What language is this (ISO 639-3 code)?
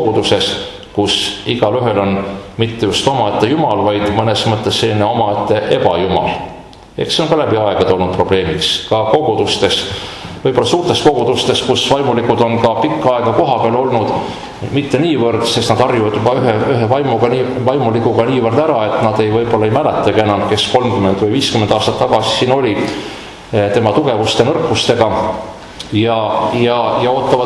est